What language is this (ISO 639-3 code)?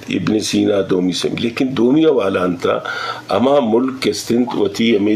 bgp